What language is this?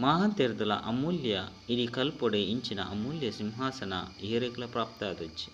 Tulu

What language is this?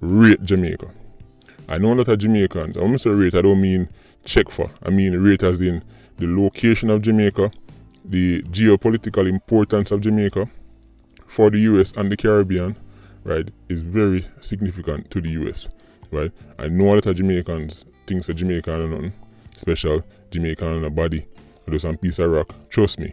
Jamaican Creole English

